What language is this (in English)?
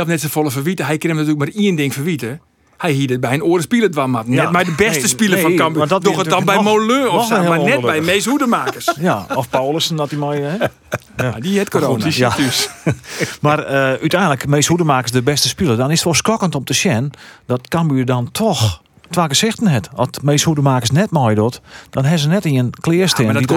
Western Frisian